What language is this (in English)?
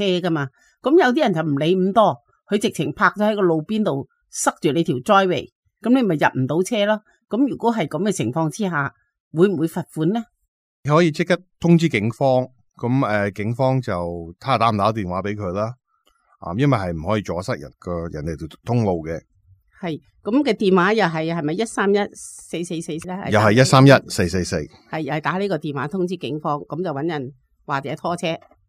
Cantonese